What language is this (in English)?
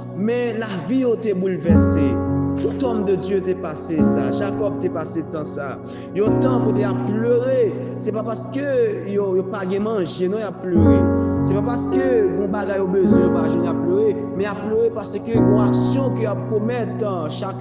Haitian Creole